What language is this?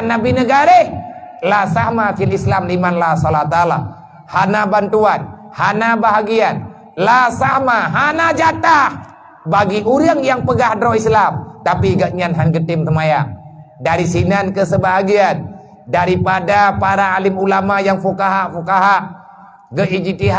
Achinese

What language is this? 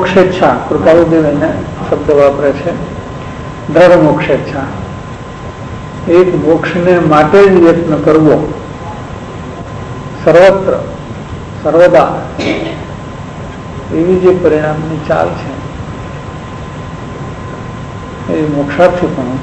Gujarati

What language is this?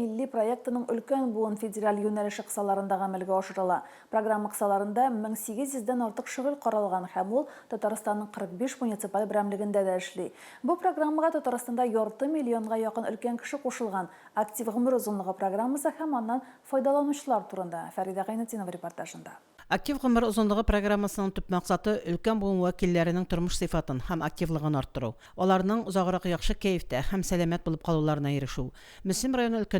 Tatar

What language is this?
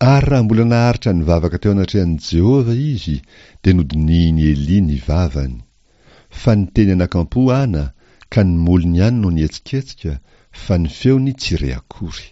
Malagasy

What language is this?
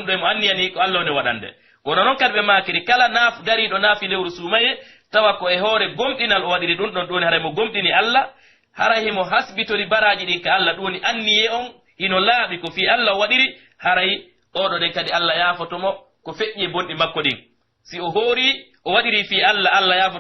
Pular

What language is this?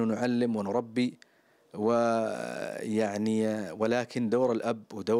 Arabic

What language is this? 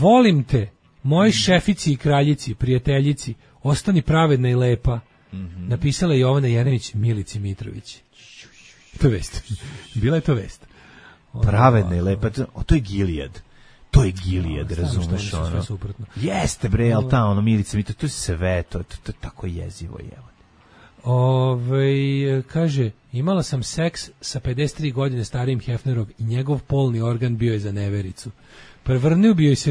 Serbian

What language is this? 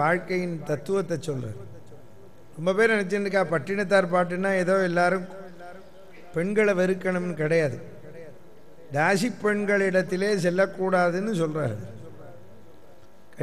Tamil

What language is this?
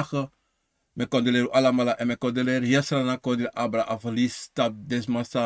Sranan Tongo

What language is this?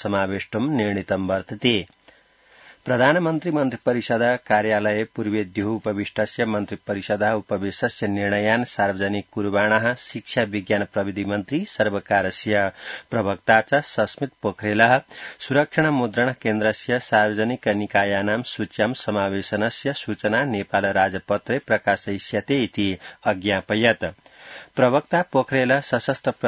Sanskrit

